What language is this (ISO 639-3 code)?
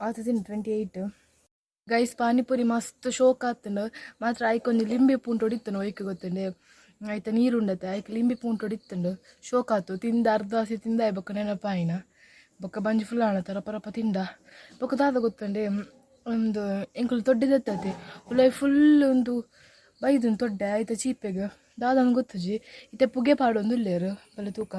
tcy